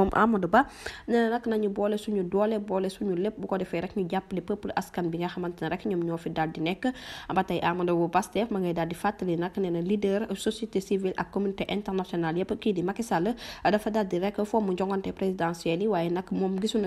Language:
Wolof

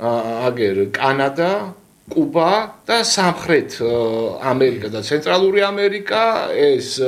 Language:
Georgian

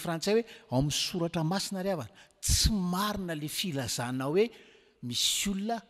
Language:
Malagasy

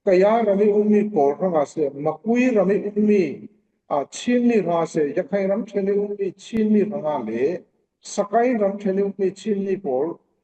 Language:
Falam Chin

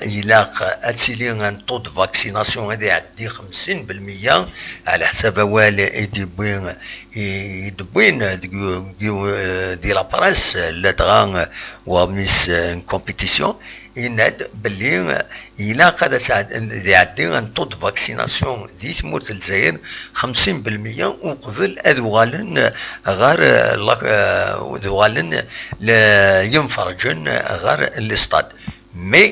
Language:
Kabyle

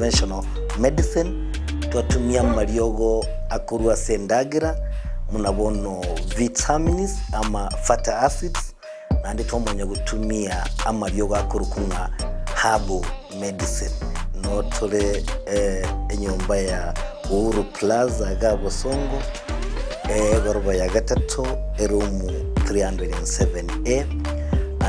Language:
Gusii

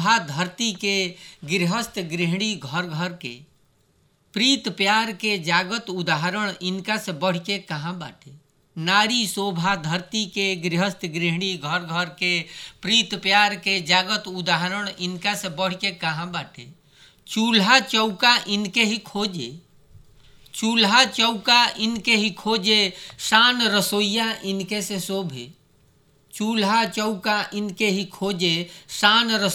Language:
Bhojpuri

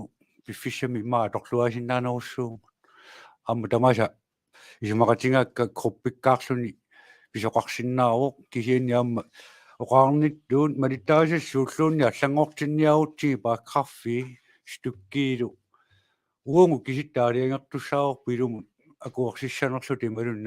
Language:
Kalaallisut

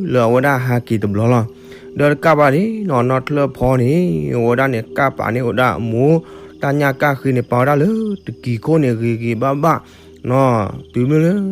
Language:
S'gaw Karen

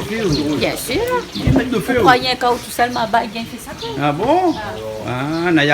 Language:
Réunion Creole French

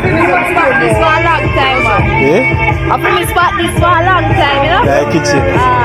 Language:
Jamaican Creole English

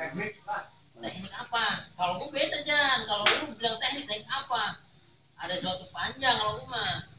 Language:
Betawi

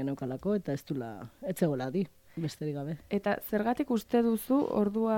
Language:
Basque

